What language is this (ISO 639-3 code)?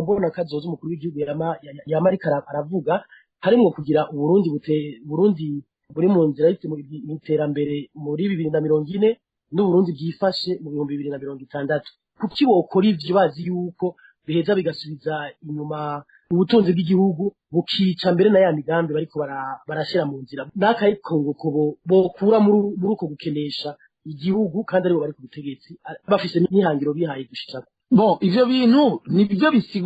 run